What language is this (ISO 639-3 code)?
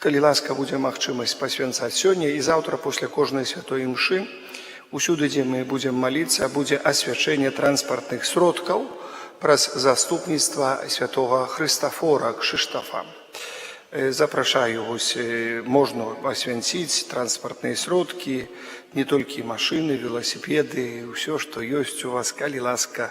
bel